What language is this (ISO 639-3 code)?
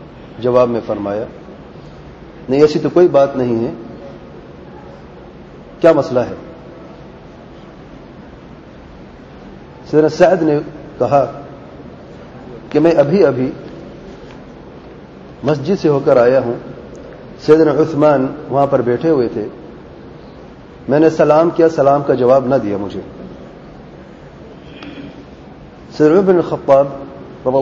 urd